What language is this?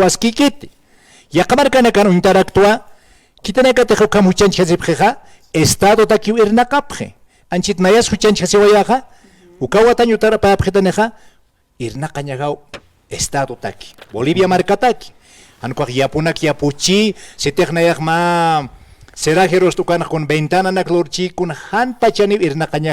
Aymara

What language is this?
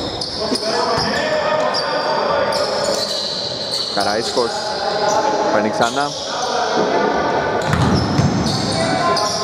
Greek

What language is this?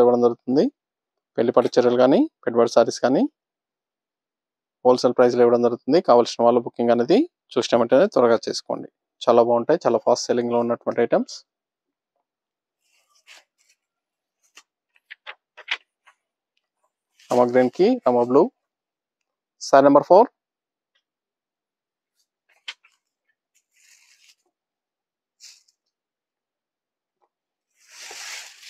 Telugu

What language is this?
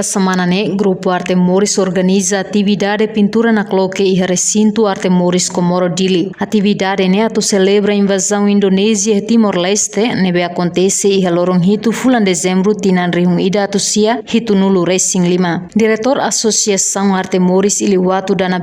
Tetum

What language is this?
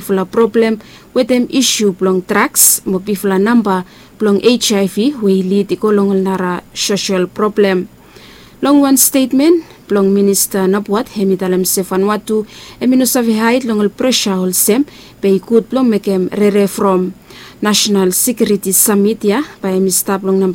Bislama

